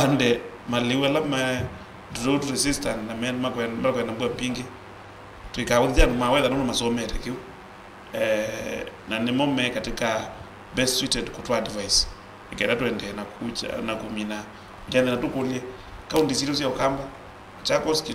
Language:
Kamba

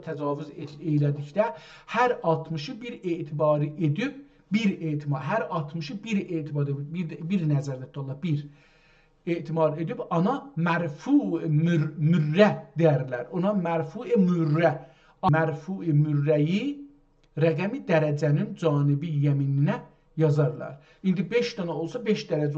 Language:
South Azerbaijani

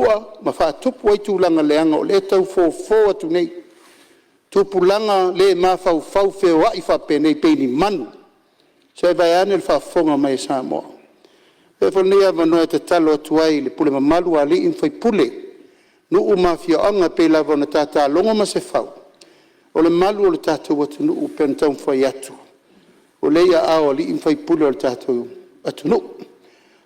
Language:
Samoan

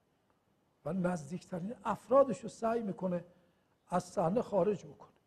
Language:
Persian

